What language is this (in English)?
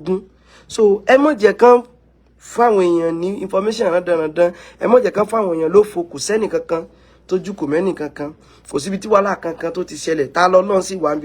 Yoruba